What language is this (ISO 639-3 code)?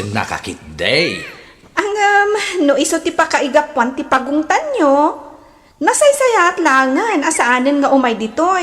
ilo